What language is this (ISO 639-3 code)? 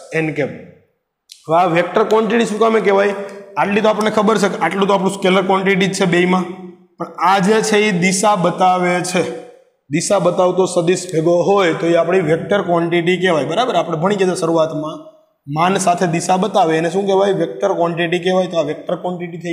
guj